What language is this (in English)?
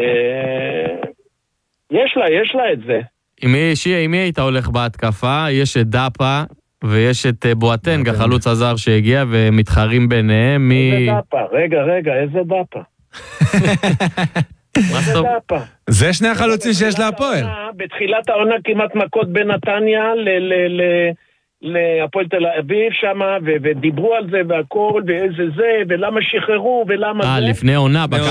Hebrew